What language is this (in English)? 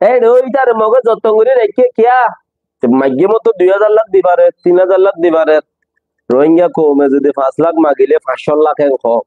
Rohingya